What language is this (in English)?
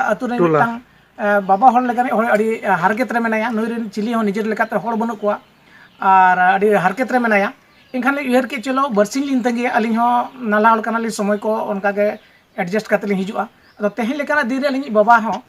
Santali